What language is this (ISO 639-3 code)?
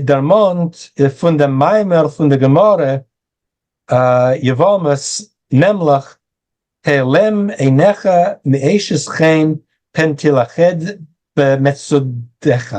yid